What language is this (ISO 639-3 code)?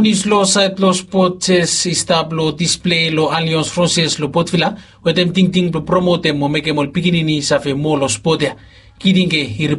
bis